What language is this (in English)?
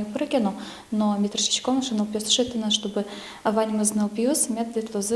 Udmurt